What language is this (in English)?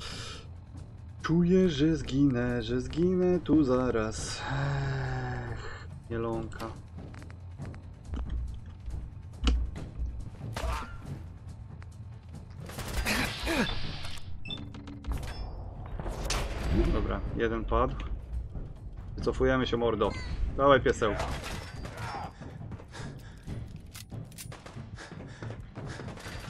Polish